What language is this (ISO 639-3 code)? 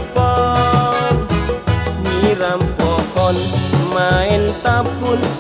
bew